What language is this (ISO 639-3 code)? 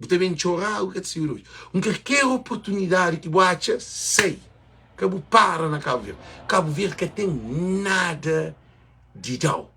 kea